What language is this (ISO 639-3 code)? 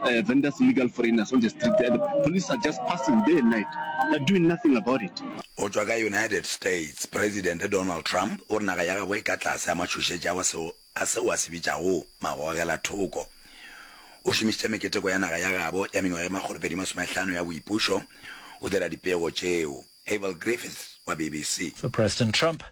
nso